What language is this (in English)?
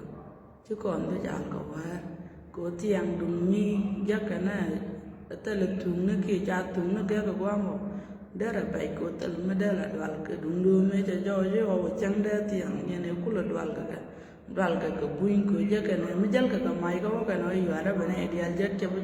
Nuer